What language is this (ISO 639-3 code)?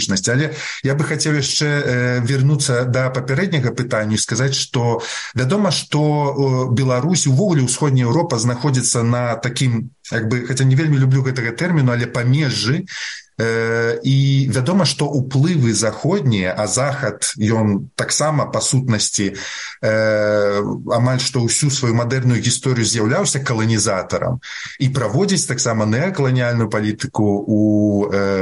bel